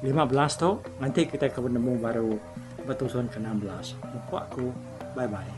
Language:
Iban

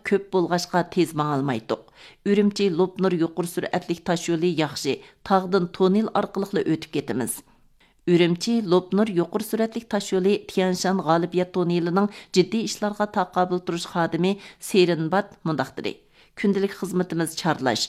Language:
Uyghur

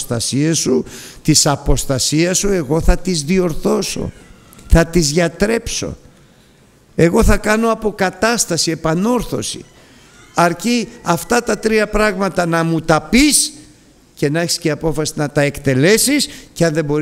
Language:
Greek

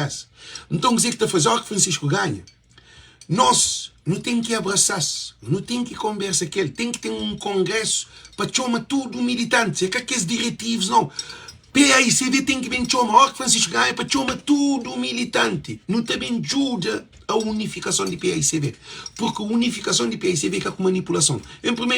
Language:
Kabuverdianu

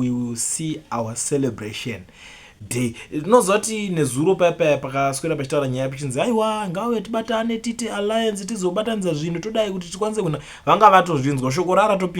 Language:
Shona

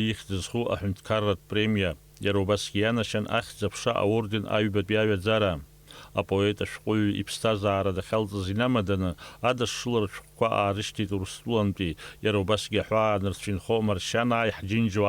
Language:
Abkhazian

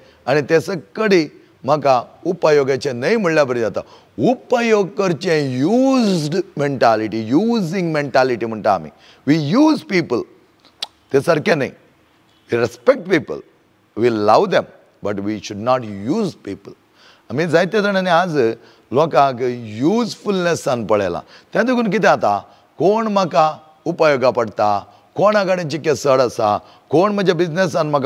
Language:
Konkani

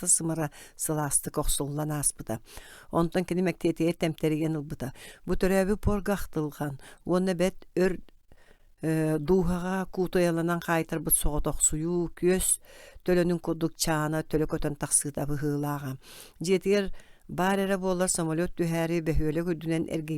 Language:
Yakut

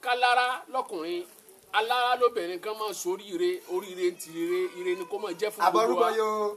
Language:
Yoruba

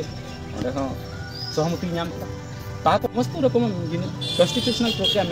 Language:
Santali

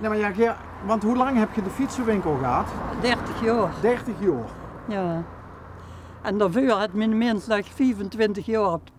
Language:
Limburgish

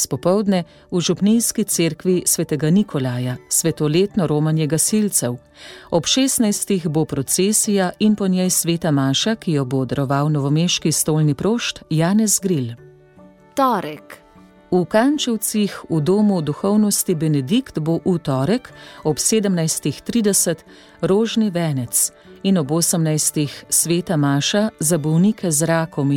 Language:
Slovenian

